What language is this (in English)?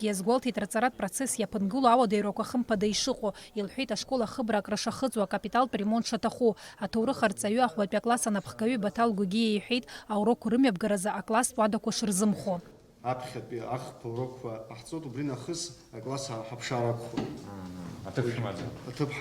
Abkhazian